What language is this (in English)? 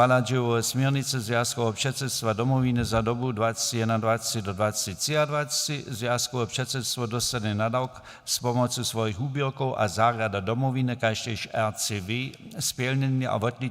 Upper Sorbian